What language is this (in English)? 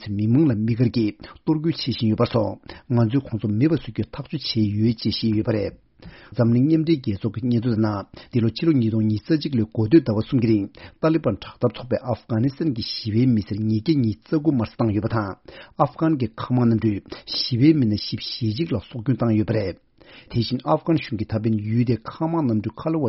Tibetan